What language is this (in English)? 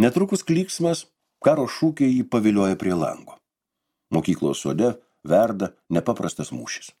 Lithuanian